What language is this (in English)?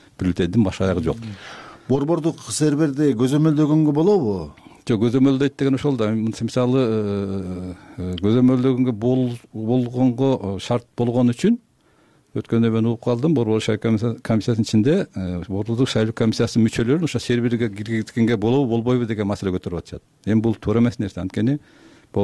Kyrgyz